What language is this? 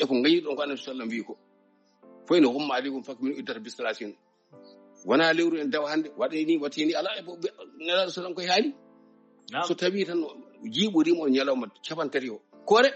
Fula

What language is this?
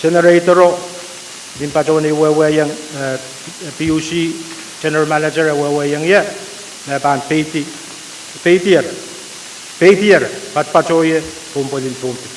Pohnpeian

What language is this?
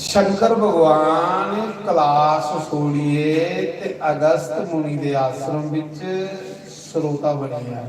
Dogri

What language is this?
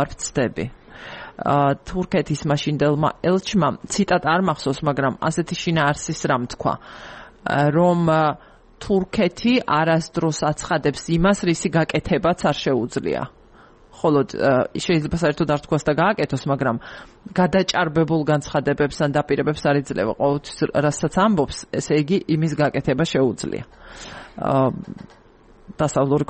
Georgian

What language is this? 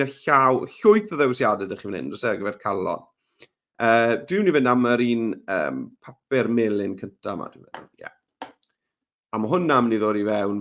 Welsh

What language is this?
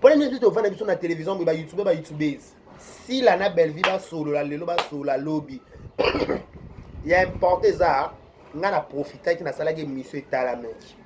Lingala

